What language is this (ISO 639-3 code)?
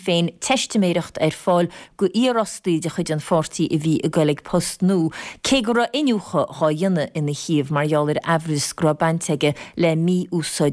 gle